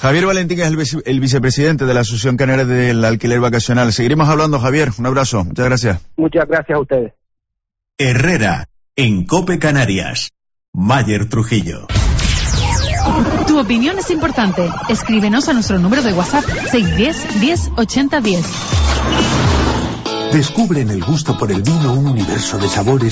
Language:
Spanish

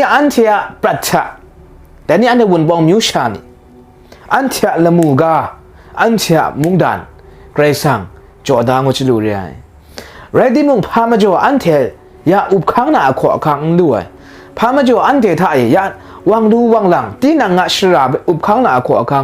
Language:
Kachin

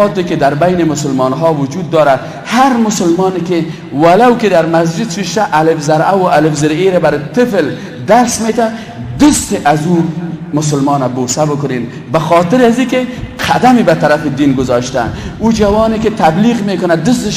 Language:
Persian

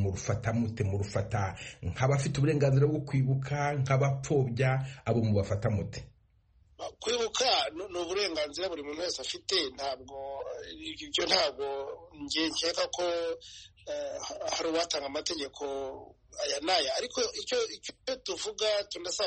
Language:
Kinyarwanda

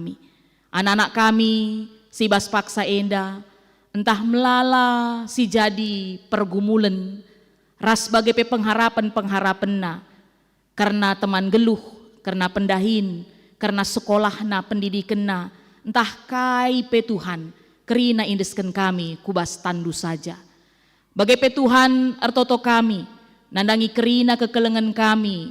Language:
Batak Karo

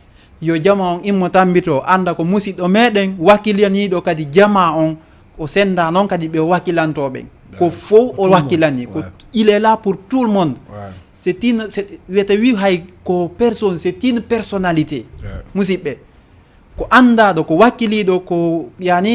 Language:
Fula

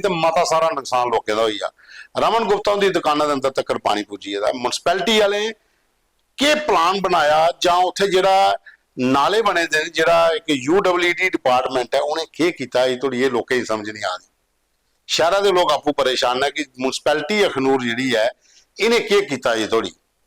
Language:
Dogri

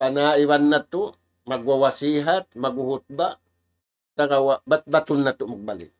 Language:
Tausug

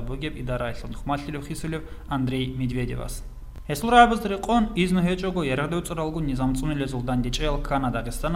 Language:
Avaric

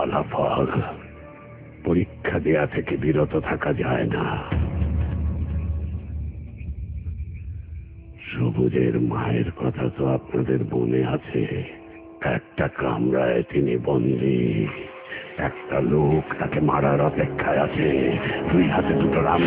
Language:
Bangla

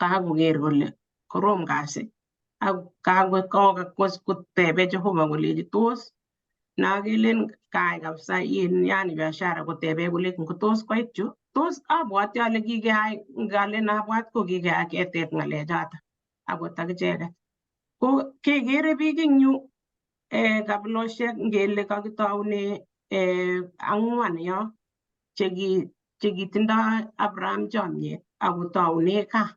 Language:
Kalenjin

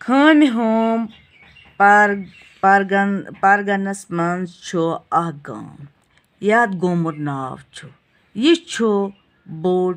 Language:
Kashmiri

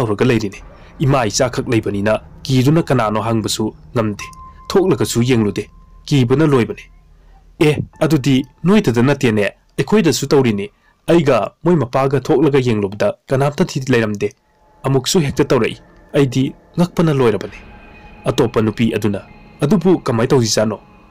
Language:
Manipuri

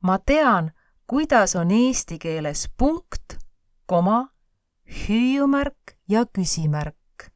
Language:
Estonian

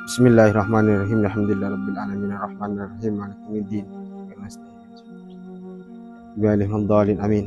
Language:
Madurese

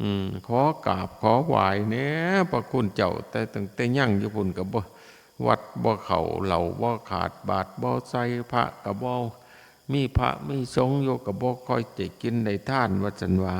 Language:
Northeastern Thai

